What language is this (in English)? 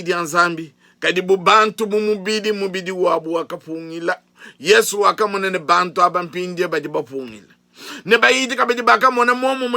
Luba-Lulua